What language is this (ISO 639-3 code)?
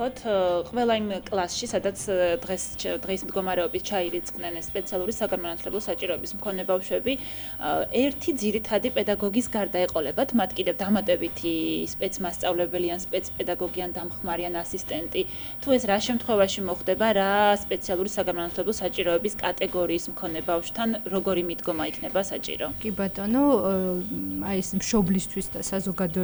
kat